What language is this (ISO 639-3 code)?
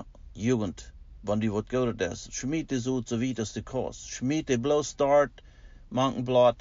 pdt